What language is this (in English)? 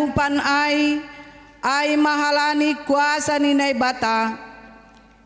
Batak Simalungun